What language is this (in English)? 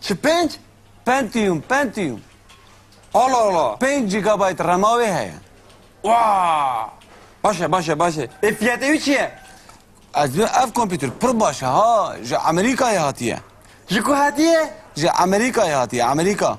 Kurdish